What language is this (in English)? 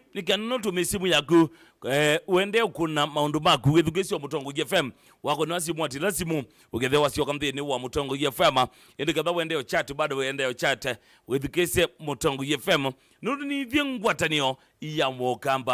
Kamba